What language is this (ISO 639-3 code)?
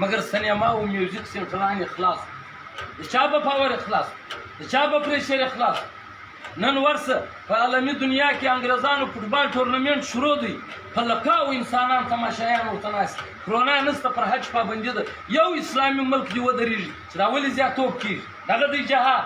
pus